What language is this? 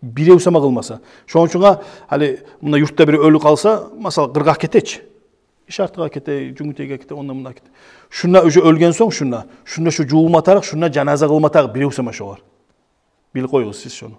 Kumyk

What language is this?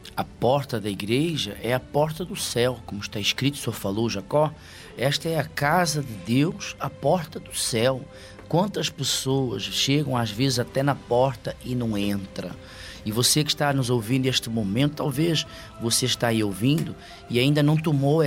Portuguese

